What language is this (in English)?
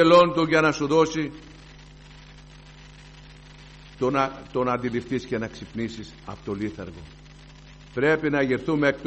Greek